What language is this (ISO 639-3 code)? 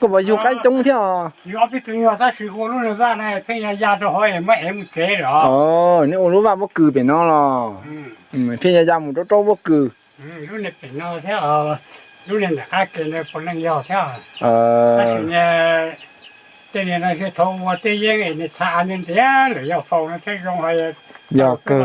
hmn